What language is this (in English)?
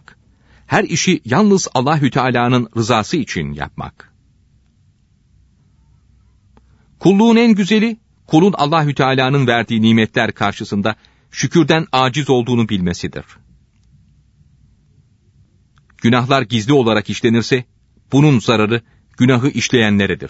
Turkish